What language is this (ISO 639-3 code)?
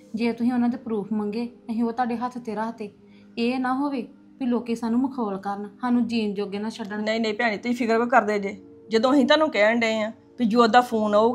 pan